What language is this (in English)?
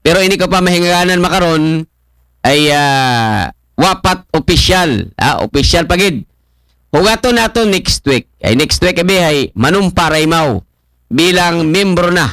Aklanon